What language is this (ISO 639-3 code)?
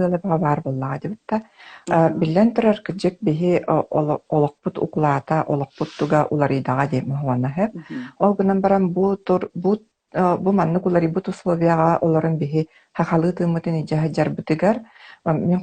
sah